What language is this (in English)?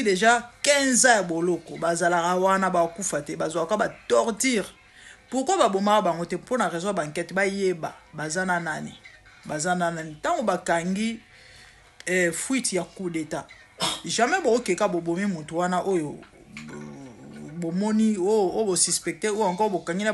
Lingala